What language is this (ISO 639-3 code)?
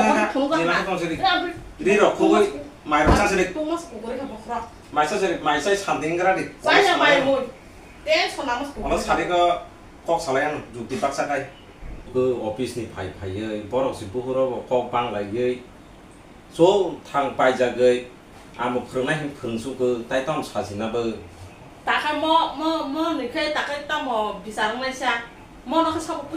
trp